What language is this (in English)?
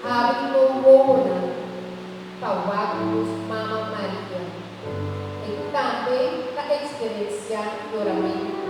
Papiamento